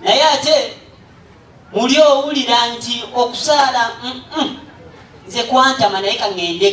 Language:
Ganda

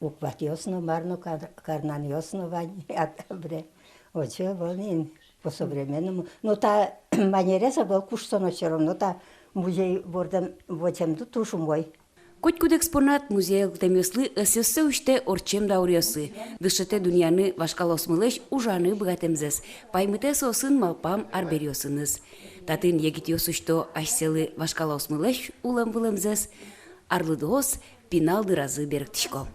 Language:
Udmurt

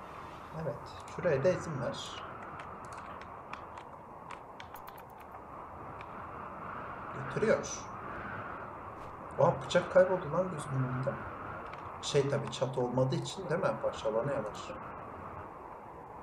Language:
Turkish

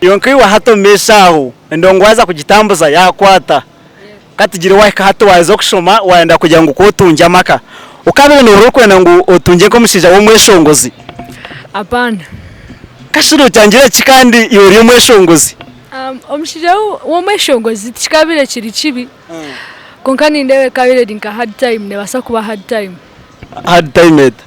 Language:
Nyankole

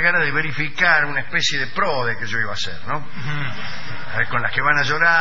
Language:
Spanish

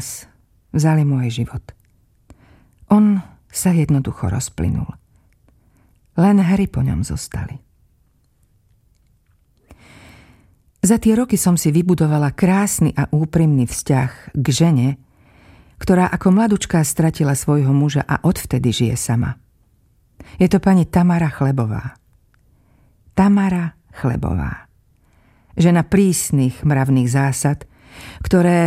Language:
Slovak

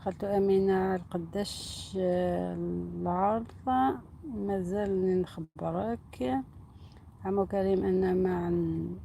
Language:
Algerian Arabic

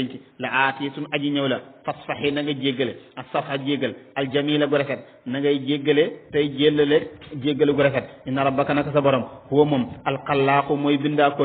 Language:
Wolof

